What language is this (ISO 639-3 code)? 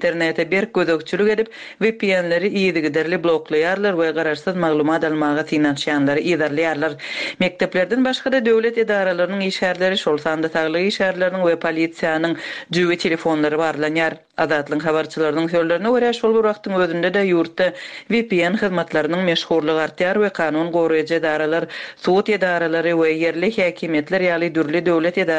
tuk